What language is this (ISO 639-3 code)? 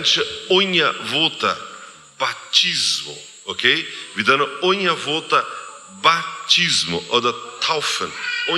pdt